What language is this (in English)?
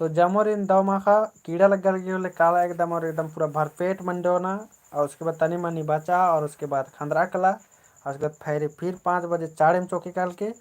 Kurukh